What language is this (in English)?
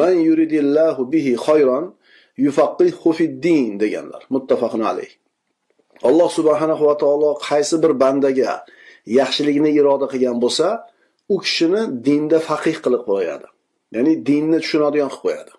Uzbek